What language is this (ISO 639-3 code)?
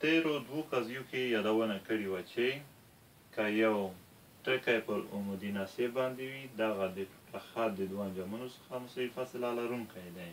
pus